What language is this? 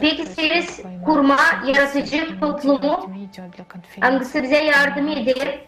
Gagauz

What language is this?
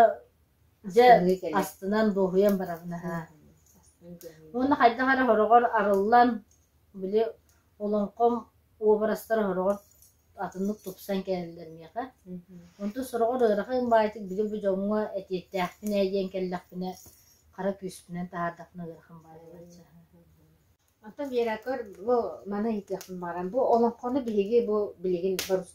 Yakut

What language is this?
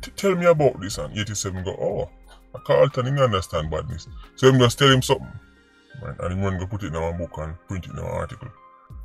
Jamaican Creole English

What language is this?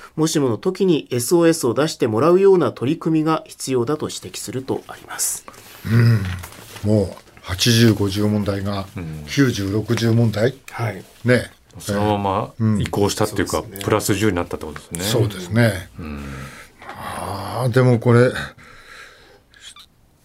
Japanese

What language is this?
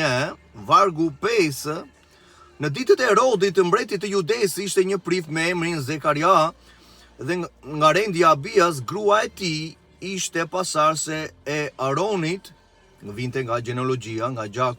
Albanian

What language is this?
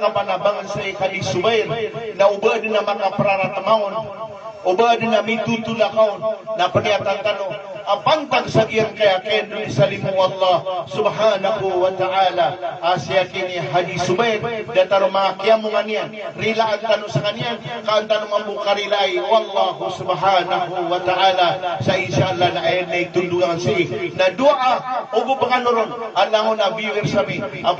Maranao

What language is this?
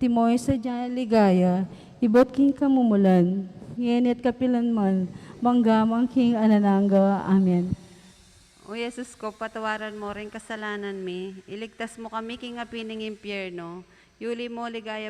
Pampanga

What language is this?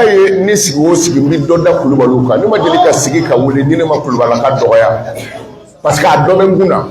Bambara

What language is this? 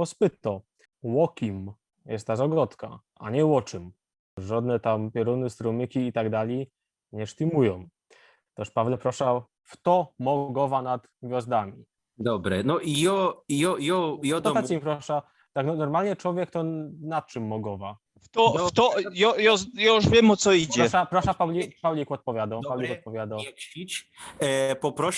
Silesian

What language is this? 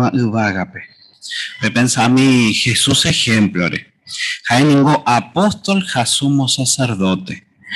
Guarani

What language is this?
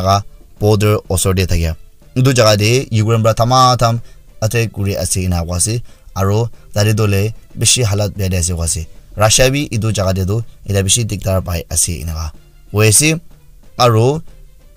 Naga Pidgin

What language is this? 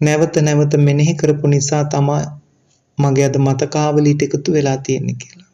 Sinhala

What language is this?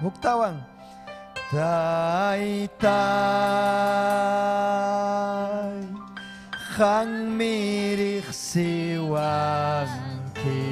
Ayacucho Quechua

